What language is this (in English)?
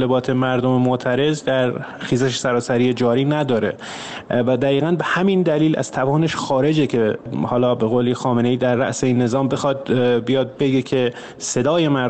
Persian